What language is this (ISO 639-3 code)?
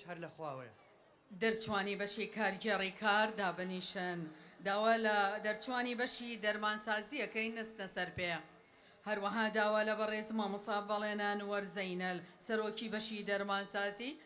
ckb